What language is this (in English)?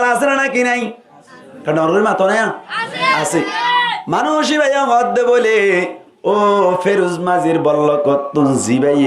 Rohingya